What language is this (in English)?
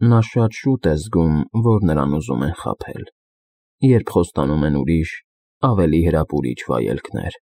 Armenian